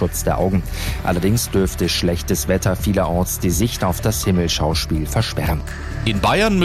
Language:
German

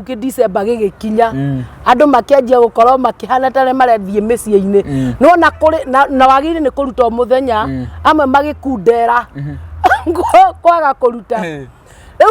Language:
Kikuyu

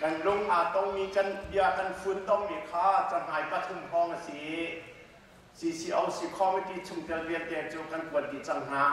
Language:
Hakha Chin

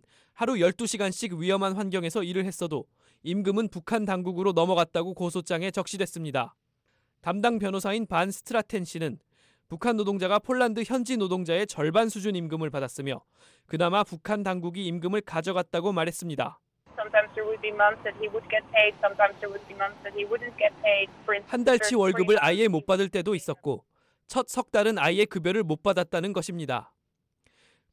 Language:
Korean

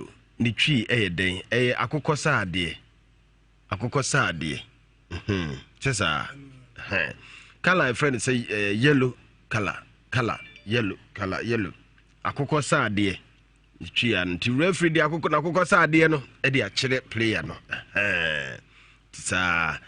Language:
Akan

